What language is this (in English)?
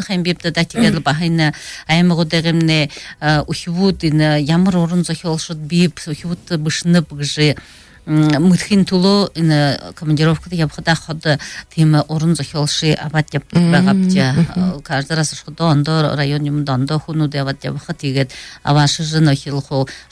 Buriat